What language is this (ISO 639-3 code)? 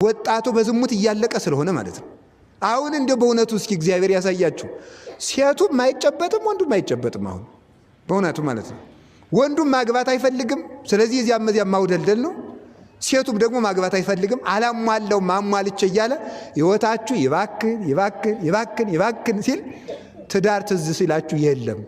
amh